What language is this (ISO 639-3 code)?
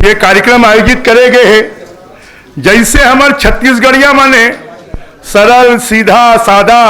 hne